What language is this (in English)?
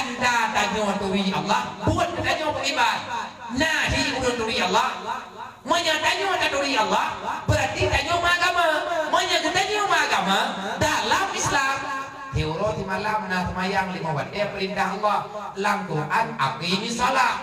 Achinese